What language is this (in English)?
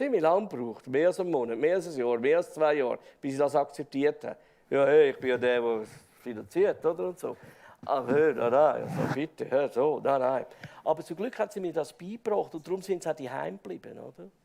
Swiss German